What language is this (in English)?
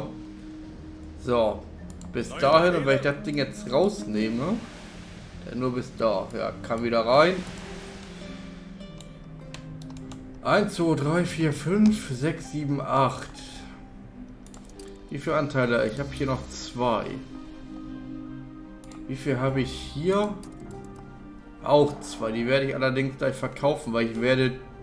German